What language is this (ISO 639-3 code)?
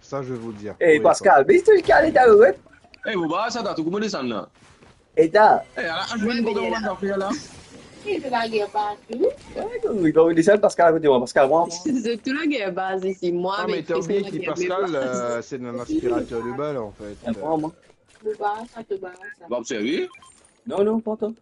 mfe